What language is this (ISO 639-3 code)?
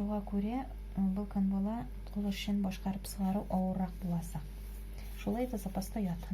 bak